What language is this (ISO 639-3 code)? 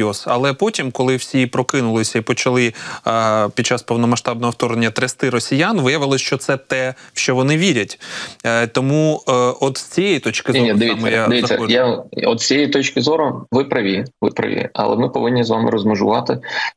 ukr